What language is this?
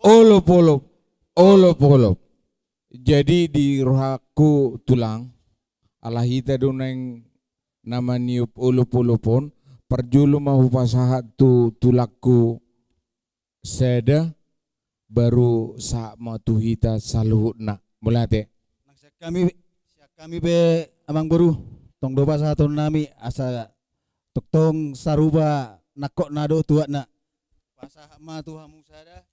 Batak Toba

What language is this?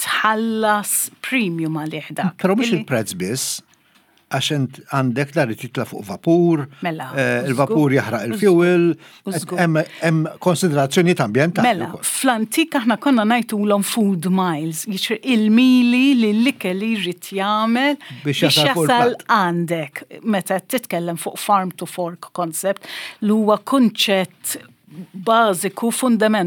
Maltese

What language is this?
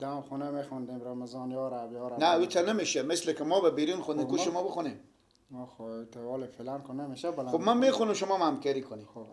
Persian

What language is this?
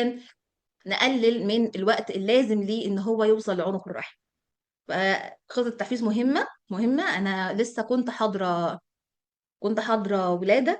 Egyptian Arabic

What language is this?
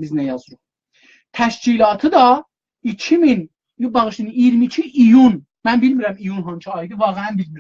South Azerbaijani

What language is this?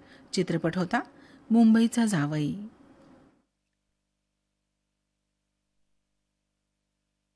Marathi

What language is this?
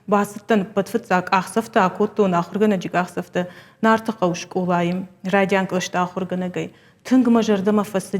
Ossetic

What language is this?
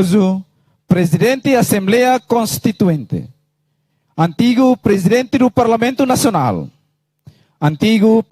Tetum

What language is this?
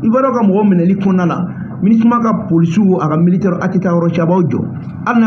Bambara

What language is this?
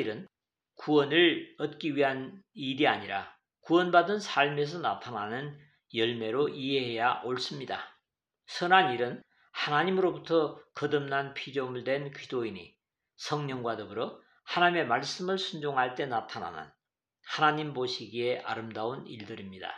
Korean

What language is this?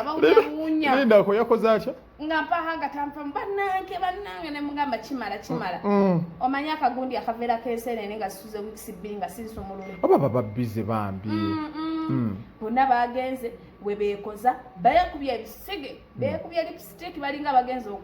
Ganda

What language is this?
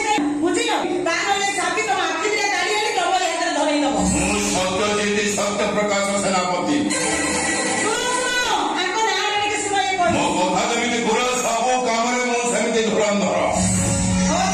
Odia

